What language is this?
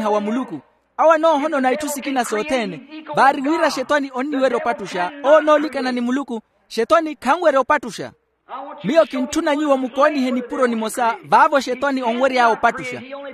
Makhuwa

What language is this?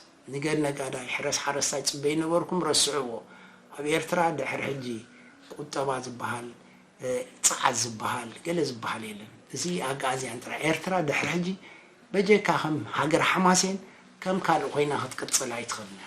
Tigrinya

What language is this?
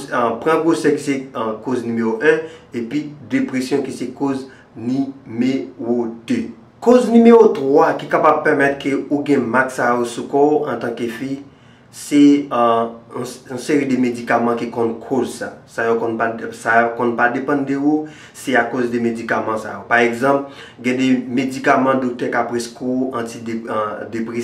Haitian Creole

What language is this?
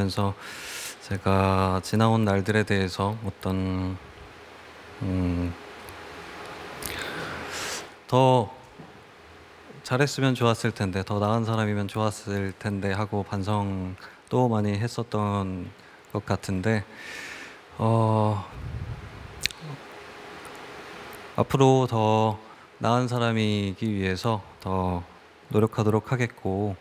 Korean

